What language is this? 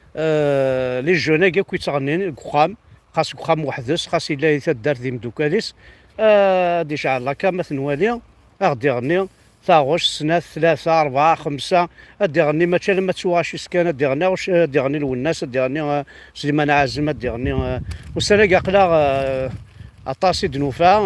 Kabyle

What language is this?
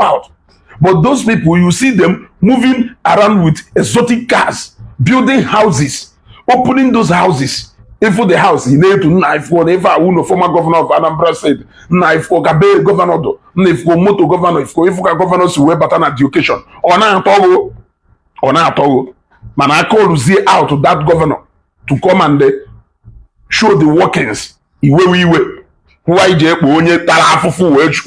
Igbo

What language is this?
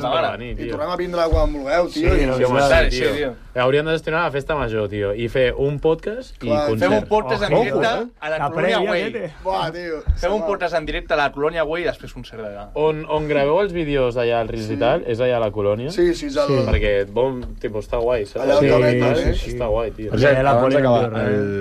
Catalan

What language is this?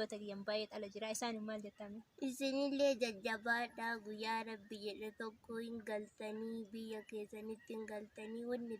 Oromo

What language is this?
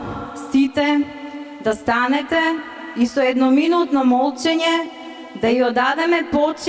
Macedonian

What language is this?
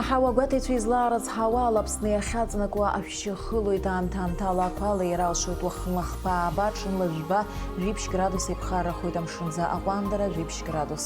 Abkhazian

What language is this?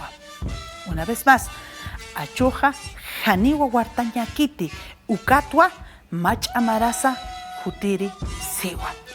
Aymara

